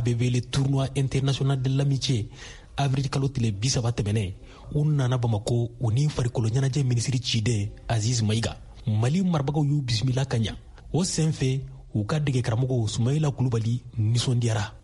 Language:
Bambara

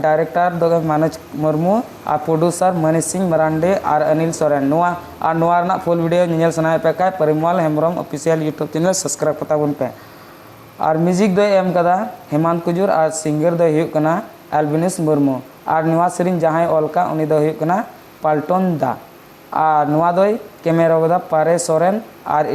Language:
Santali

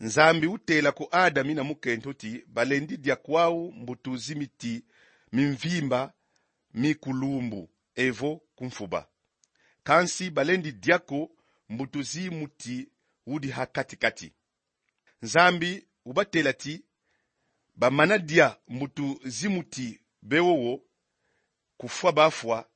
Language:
Kongo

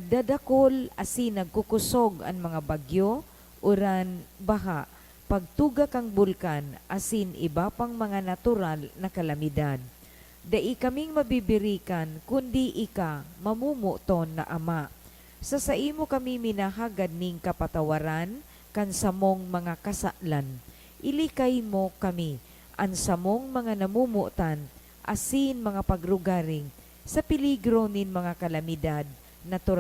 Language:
Bikol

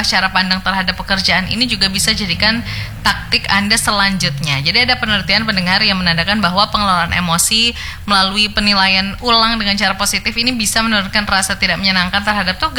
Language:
Indonesian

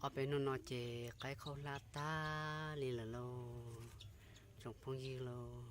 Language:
Hmong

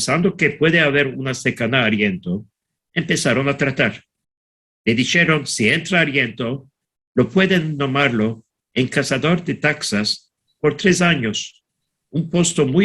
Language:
Ladino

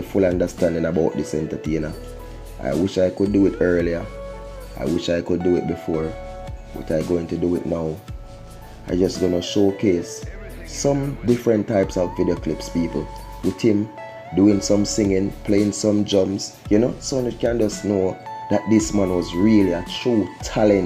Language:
Jamaican Creole English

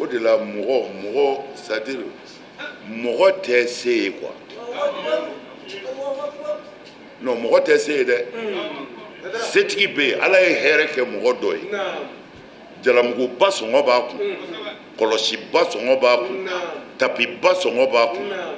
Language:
Bambara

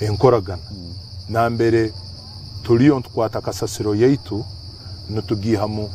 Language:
Nyankole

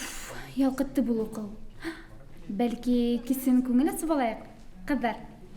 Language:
Bashkir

